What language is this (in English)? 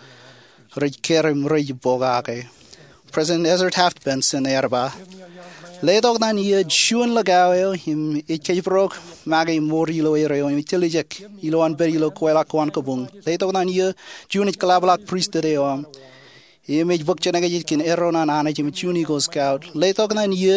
Marshallese